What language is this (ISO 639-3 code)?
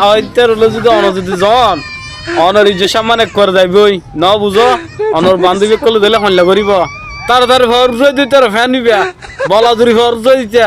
rhg